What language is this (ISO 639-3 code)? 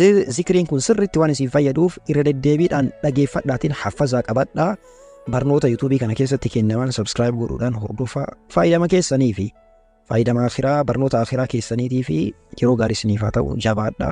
orm